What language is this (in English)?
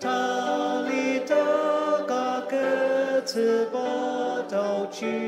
Ao Naga